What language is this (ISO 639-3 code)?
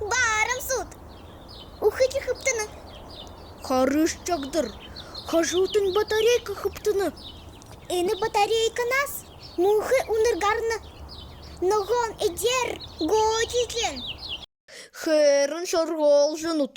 bua